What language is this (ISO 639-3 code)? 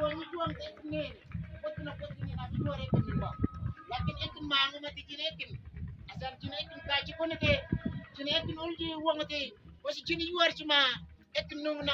mfz